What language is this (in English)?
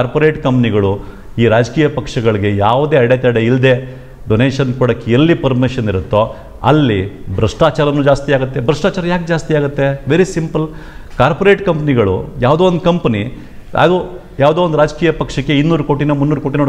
Kannada